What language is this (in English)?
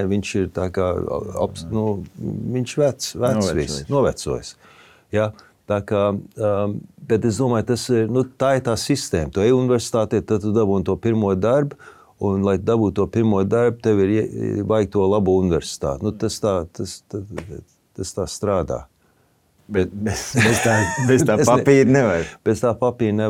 Latvian